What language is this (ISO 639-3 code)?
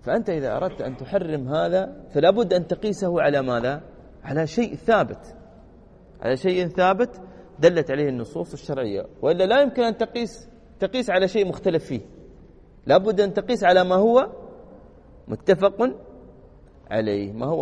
ara